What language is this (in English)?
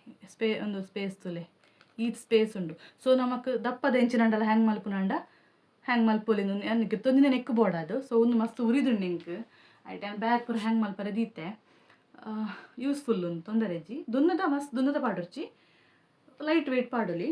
Tulu